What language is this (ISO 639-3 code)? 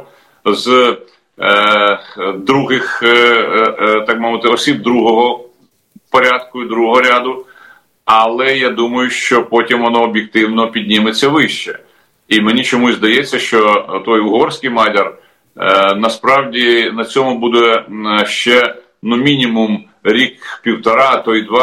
ukr